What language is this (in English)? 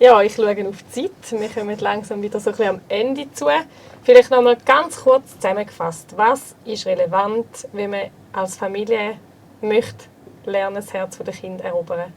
Swiss German